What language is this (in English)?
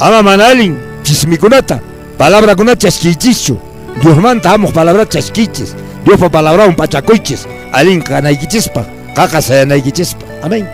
Quechua